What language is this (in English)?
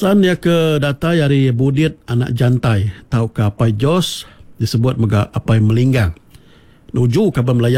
Iban